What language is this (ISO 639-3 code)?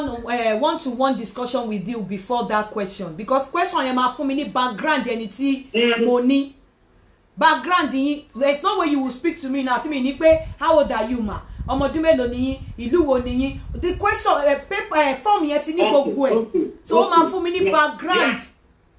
yor